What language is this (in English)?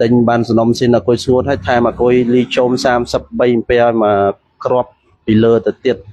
Khmer